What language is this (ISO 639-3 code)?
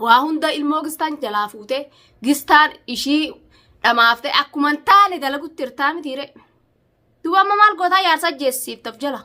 orm